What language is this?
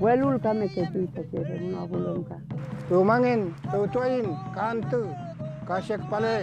Mapuche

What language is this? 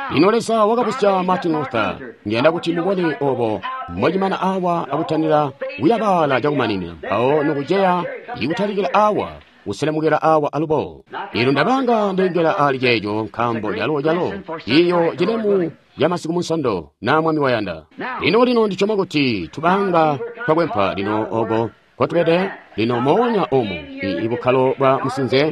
Tonga (Zambia)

